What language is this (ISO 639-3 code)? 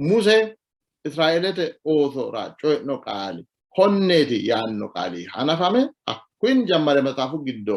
sid